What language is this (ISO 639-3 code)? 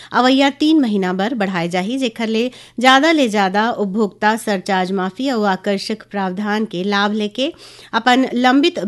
hne